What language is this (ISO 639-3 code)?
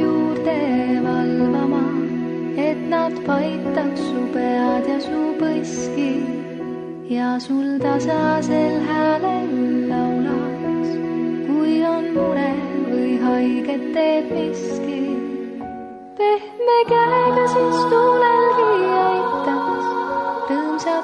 est